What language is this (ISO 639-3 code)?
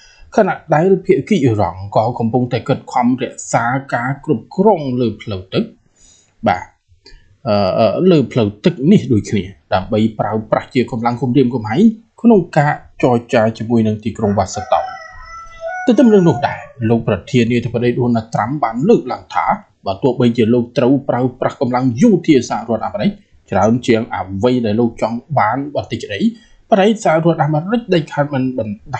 khm